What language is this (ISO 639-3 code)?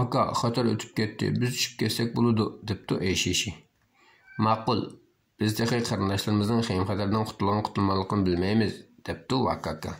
uig